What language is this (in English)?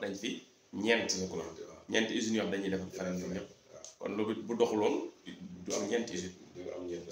Wolof